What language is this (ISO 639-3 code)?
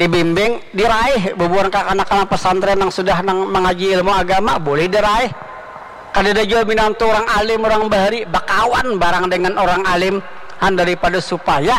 bjn